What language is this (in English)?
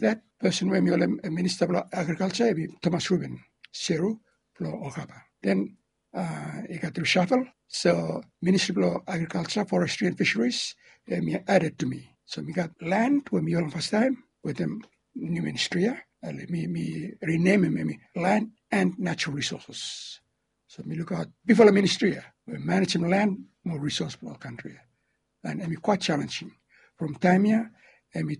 Bislama